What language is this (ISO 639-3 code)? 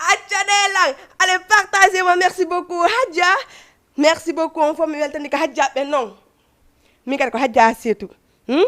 ful